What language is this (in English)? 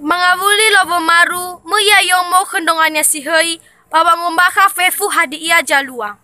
Nias